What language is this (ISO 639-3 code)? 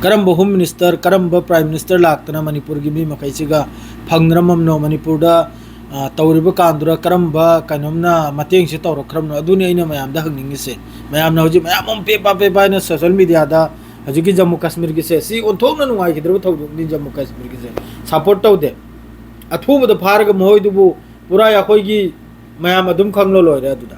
mni